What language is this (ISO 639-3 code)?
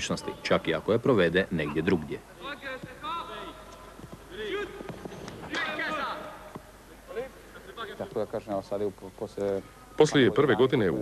hrv